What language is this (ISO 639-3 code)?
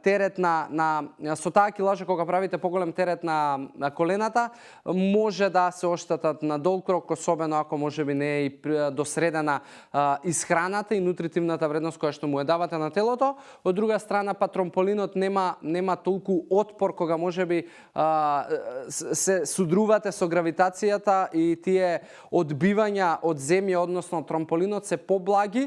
mkd